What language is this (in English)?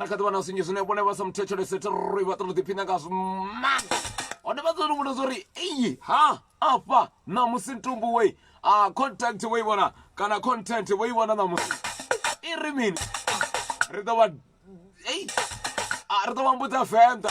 Venda